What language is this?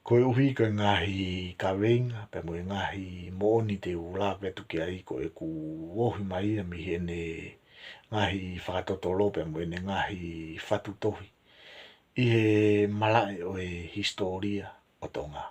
Tongan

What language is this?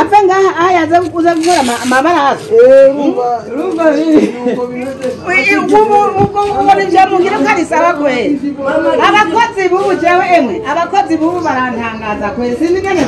Rundi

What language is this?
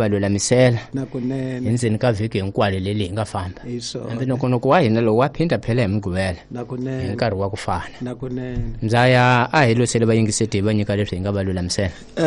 Tsonga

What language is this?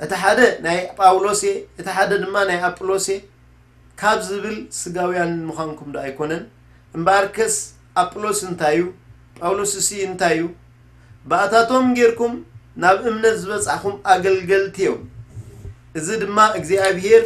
Tigrinya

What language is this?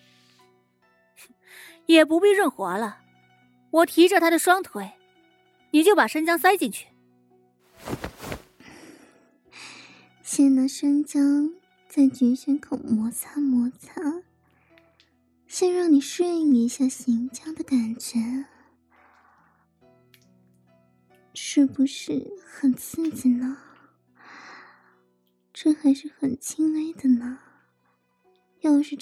Chinese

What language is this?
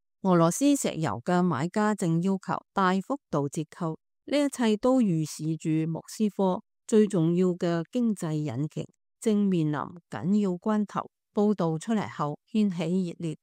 Cantonese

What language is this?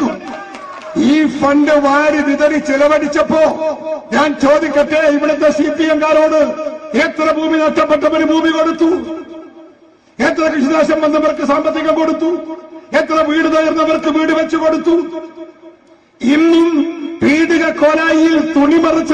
Malayalam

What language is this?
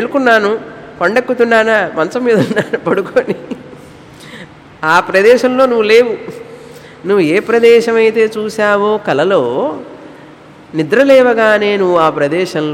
Telugu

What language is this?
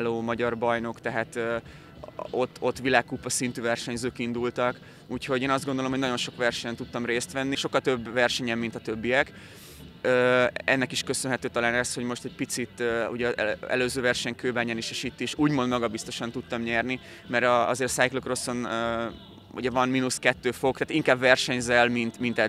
Hungarian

